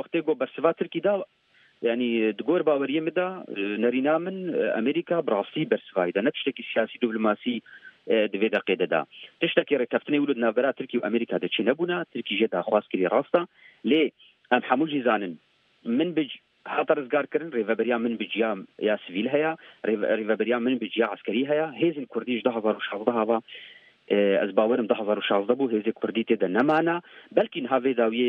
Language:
Kurdish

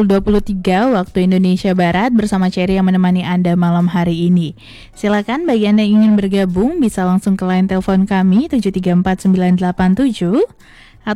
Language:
Indonesian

